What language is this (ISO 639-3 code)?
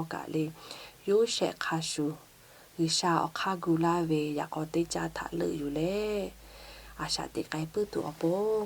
lhu